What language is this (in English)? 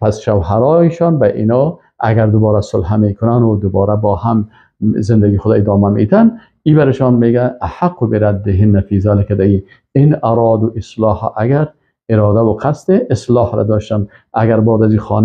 Persian